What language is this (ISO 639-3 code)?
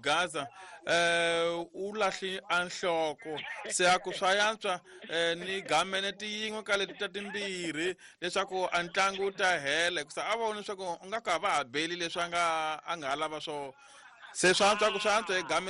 tso